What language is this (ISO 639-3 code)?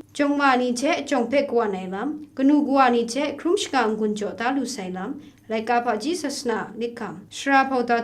kac